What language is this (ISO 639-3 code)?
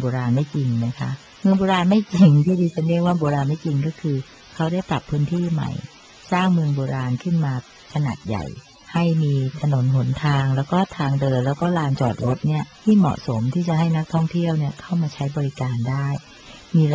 tha